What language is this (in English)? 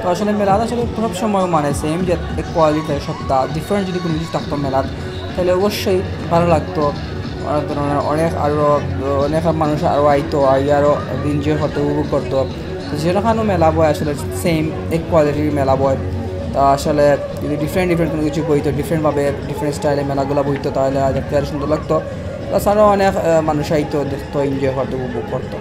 Sylheti